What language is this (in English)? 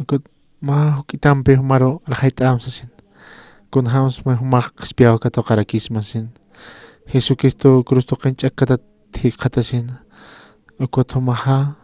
Aymara